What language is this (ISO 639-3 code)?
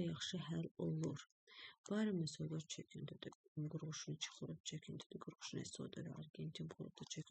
aze